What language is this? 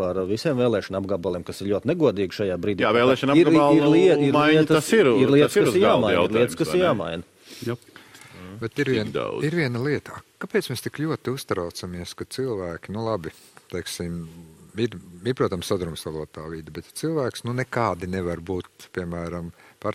Latvian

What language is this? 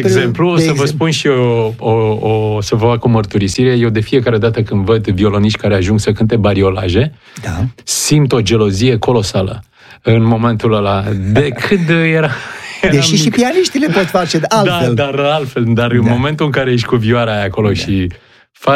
Romanian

